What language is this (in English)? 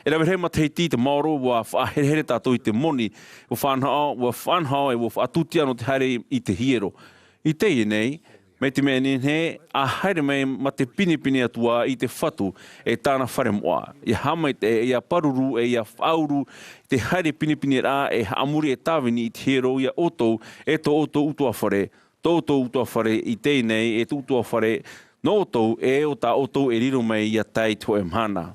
Tahitian